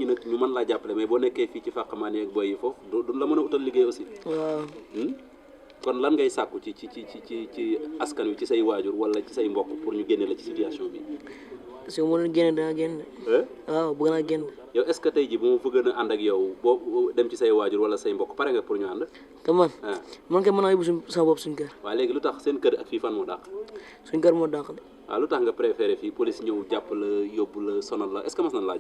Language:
Wolof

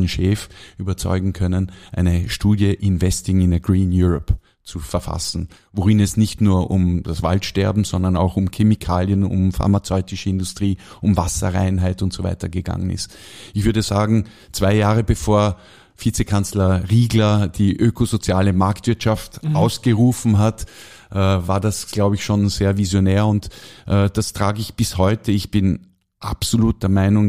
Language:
German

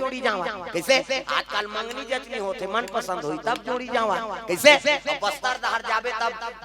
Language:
Chhattisgarhi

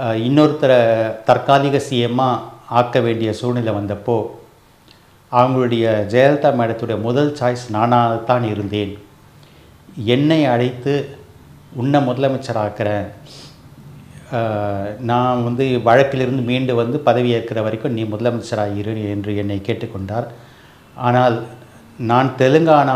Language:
Tamil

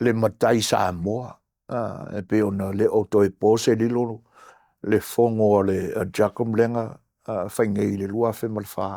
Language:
Samoan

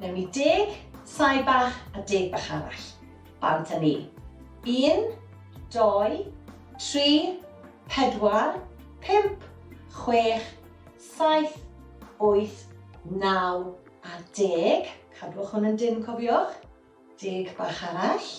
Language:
Welsh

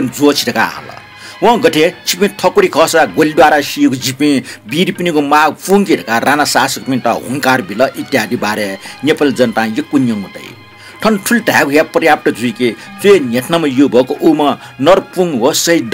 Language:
Newari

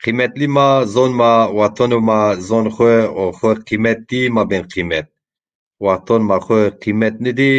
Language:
Zaza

